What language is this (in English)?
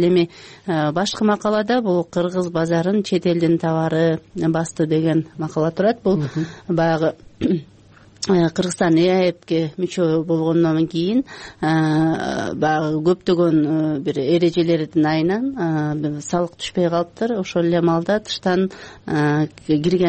Kyrgyz